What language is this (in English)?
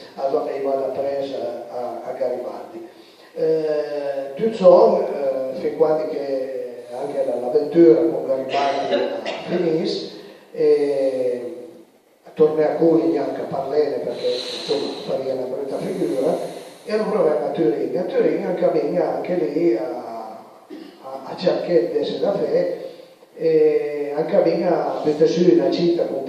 Piedmontese